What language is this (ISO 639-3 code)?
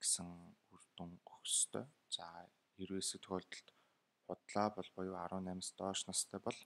mon